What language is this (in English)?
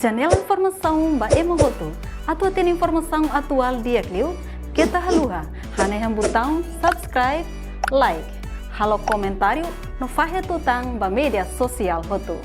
Tetum